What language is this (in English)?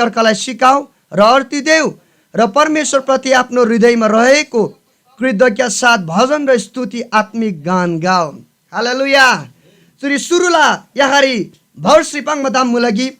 Eastern Tamang